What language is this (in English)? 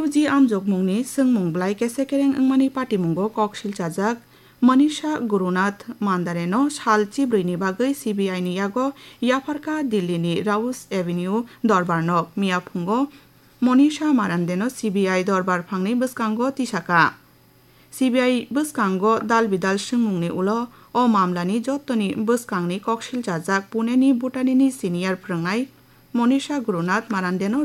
Kok Borok